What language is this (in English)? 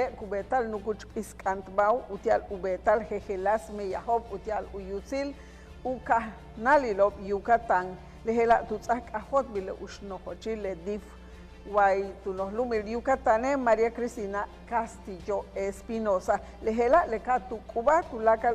Yucateco